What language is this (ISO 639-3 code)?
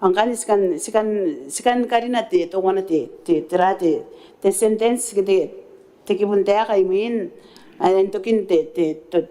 gil